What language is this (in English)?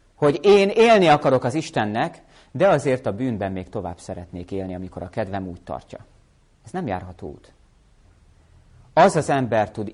Hungarian